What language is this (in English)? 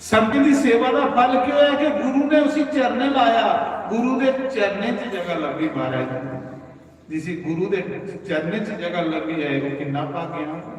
Dogri